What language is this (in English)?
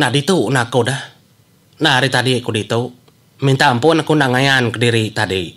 Iban